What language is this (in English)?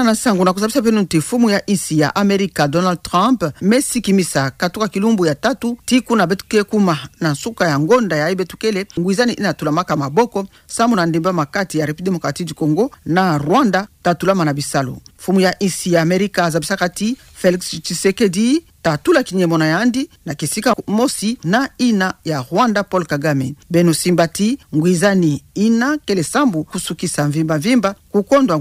Kituba (Democratic Republic of Congo)